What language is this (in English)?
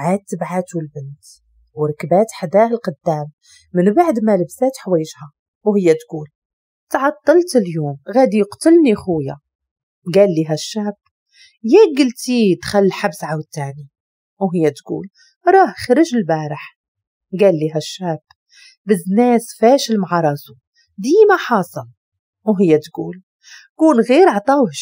Moroccan Arabic